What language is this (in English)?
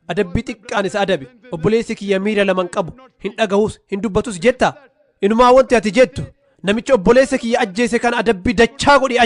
Oromo